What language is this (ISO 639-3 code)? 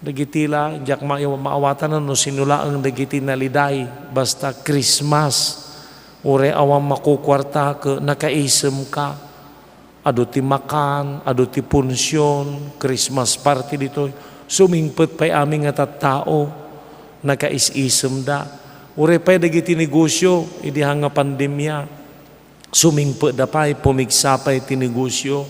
ilo